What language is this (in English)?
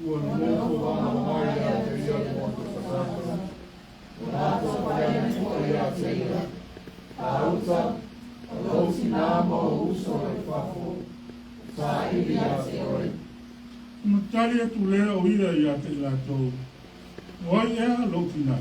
Samoan